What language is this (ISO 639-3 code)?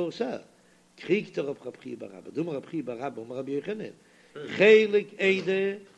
yid